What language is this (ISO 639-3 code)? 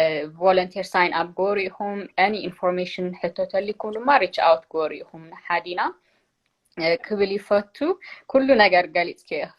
tir